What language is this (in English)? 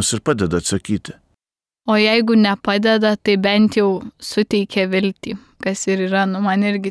Lithuanian